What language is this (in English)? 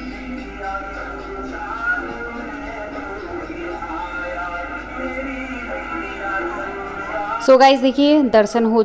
Hindi